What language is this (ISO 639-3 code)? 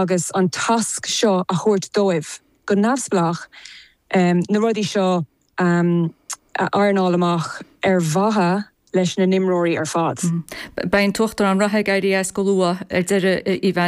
gle